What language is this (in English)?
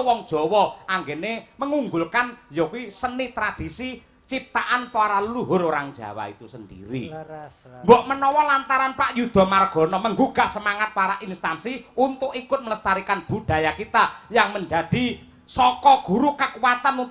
Javanese